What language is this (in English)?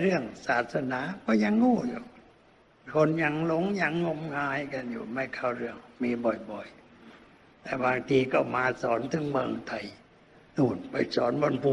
Thai